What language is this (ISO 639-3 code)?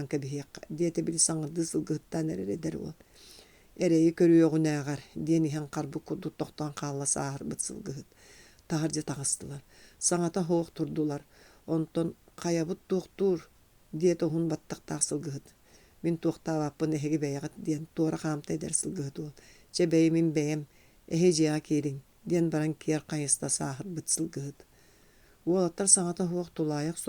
sah